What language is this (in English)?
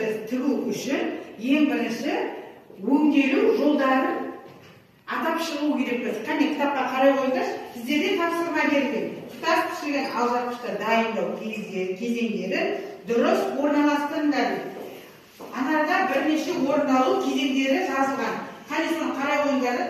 Kazakh